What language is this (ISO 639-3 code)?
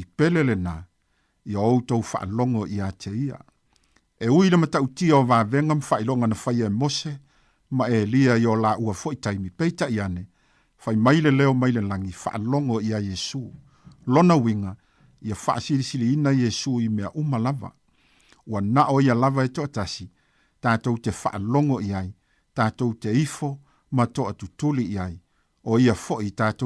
smo